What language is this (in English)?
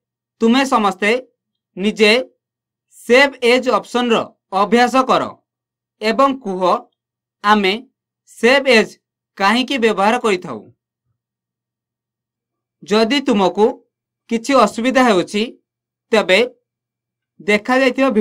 Odia